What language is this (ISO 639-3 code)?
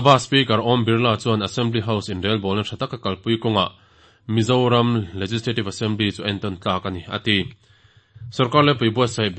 lus